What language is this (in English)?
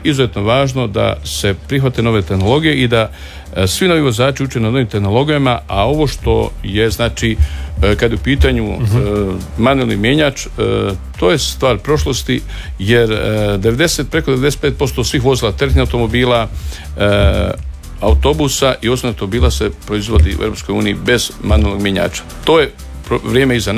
Croatian